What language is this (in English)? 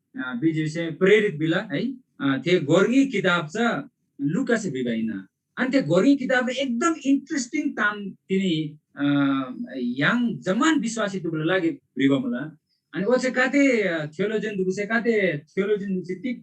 Eastern Tamang